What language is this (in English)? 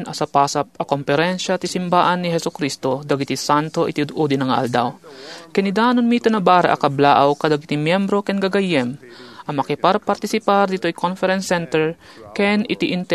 Iloko